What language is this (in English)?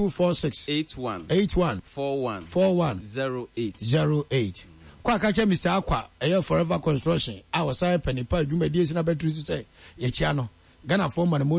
Akan